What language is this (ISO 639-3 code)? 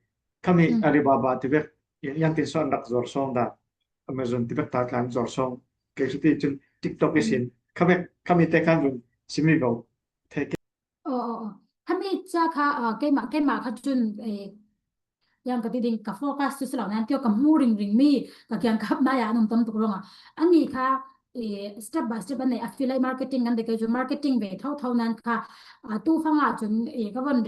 cfm